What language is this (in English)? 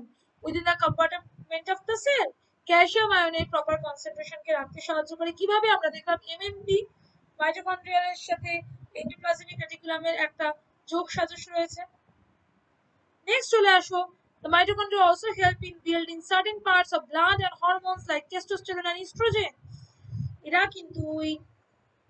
Bangla